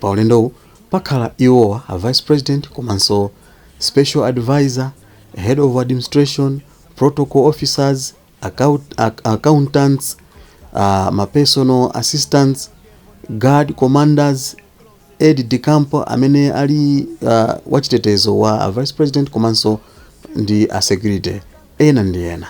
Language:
Nyanja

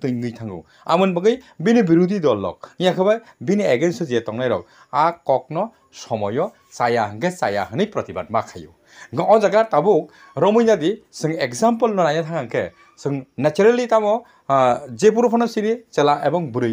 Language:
Kok Borok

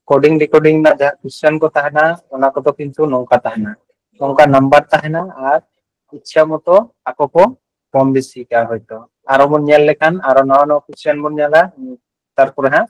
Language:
Santali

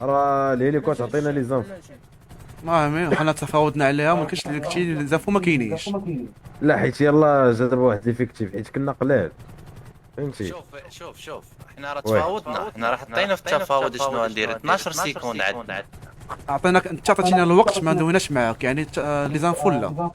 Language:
Moroccan Arabic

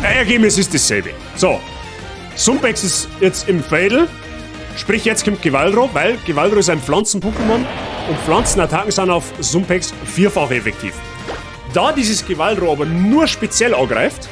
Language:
Bavarian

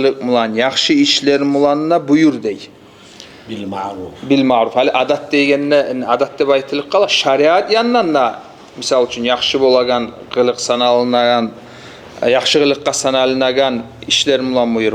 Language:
Kumyk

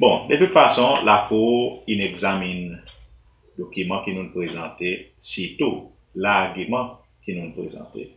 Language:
Seselwa Creole French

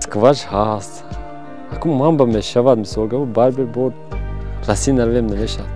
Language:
Tajik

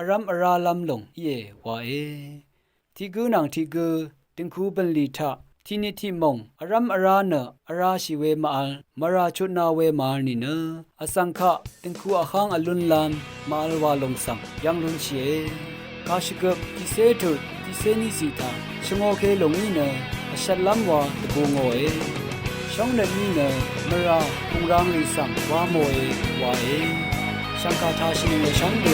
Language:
Rawang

